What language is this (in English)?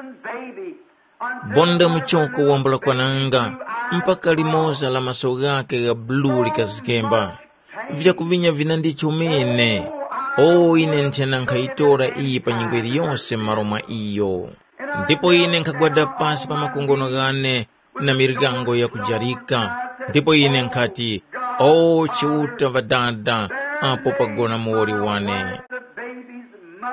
Tumbuka